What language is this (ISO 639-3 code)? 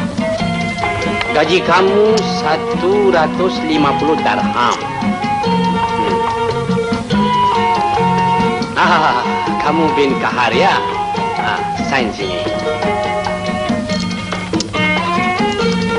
msa